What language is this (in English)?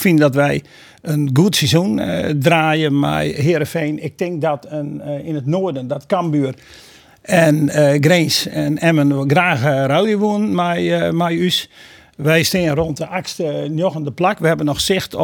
Western Frisian